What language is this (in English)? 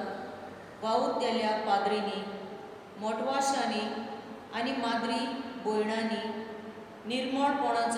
Konkani